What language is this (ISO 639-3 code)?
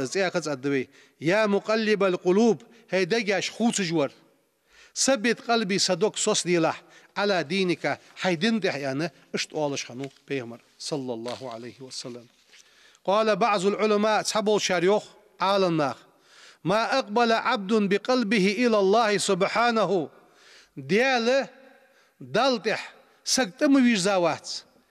inh